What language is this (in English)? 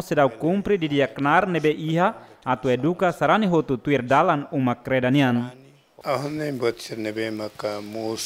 Tetum